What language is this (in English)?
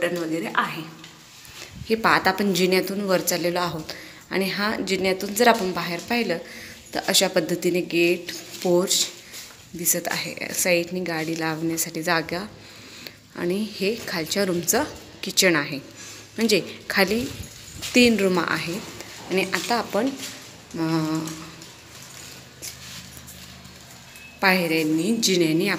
Marathi